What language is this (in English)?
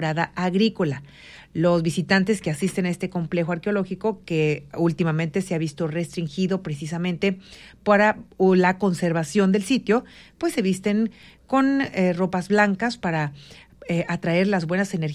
Spanish